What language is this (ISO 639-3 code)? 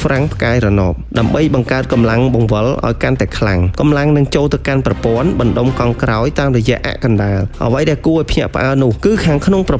khm